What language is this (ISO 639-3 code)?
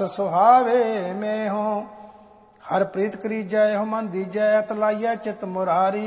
pan